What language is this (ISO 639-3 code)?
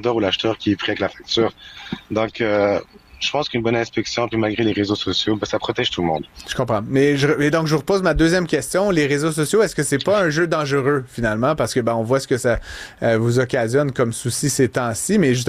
fra